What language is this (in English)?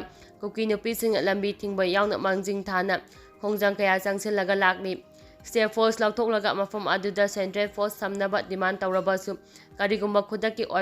Manipuri